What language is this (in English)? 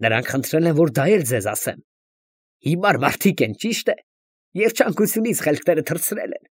Armenian